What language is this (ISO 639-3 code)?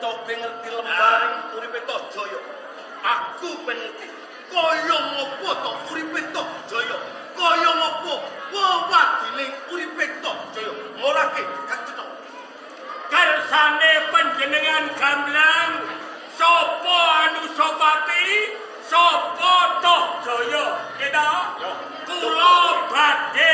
jav